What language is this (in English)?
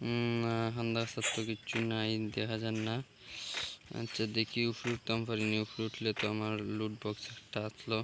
Sylheti